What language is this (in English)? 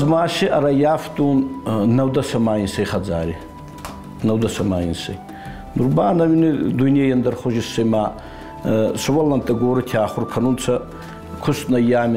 Ossetic